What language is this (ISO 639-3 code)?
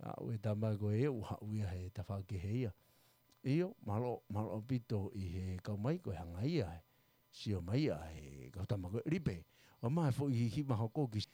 ton